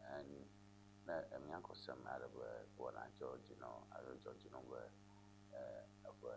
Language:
Ewe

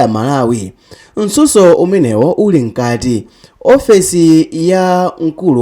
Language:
Nyanja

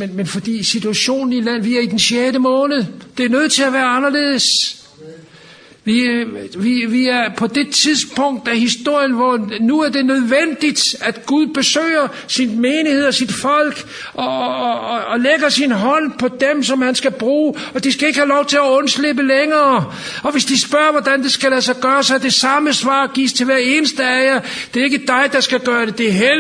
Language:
Danish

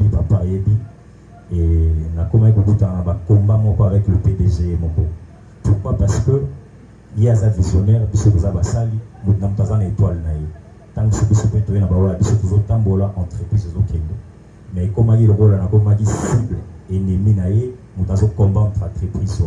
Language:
Lingala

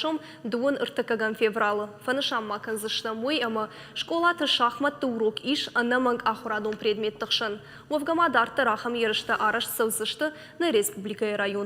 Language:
Ossetic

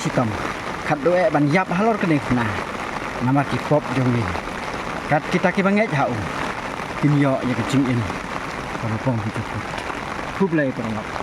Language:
Khasi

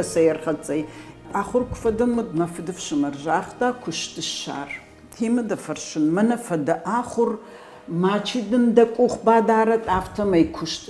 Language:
Ossetic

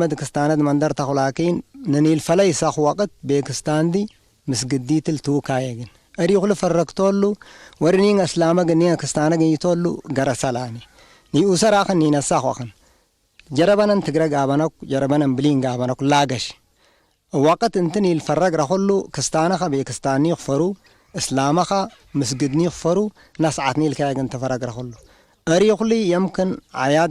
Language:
Tigre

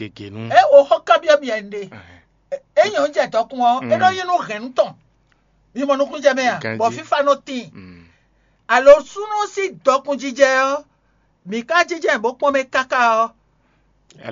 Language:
Fon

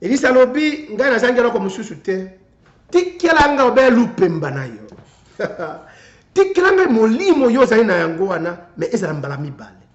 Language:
Lingala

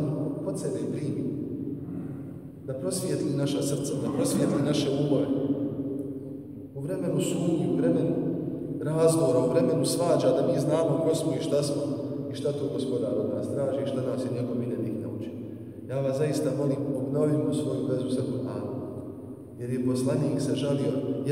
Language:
Bosnian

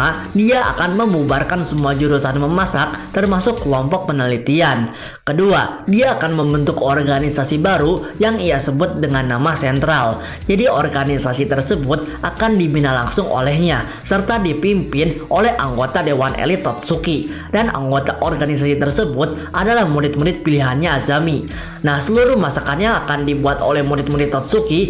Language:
Indonesian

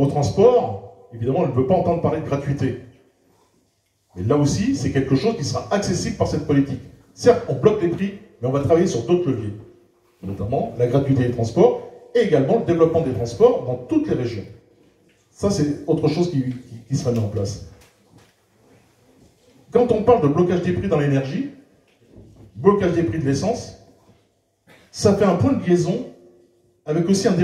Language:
French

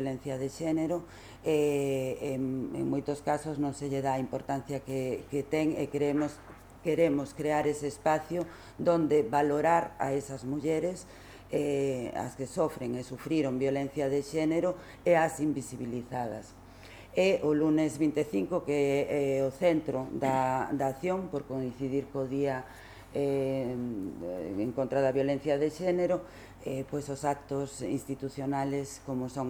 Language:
Galician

